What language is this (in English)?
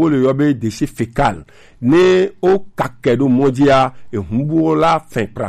Gen